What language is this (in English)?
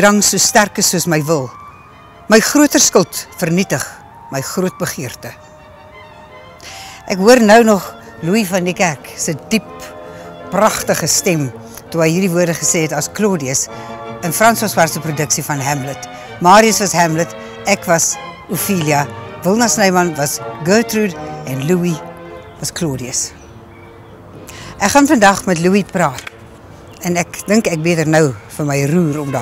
Afrikaans